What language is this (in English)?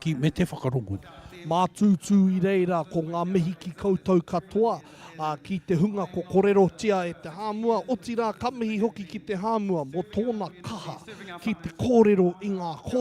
Māori